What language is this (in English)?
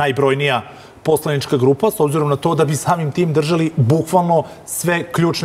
Serbian